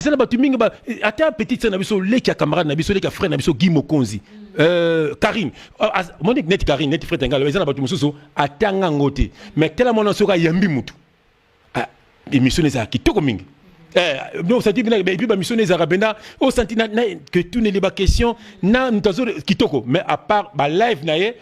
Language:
Lingala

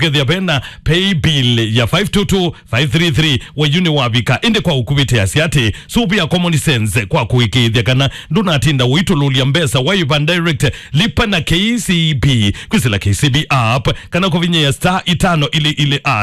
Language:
Kamba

